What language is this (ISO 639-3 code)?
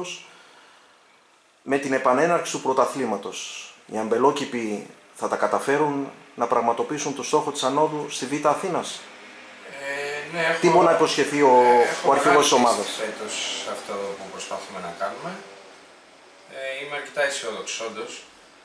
ell